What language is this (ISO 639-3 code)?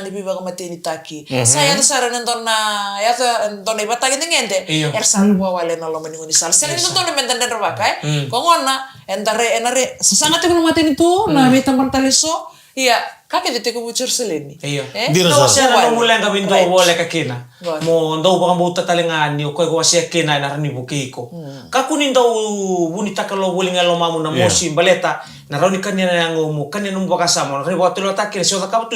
fij